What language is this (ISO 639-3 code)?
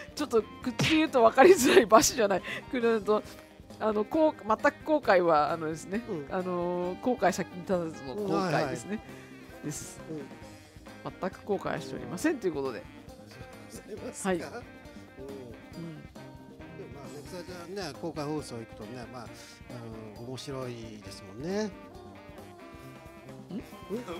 jpn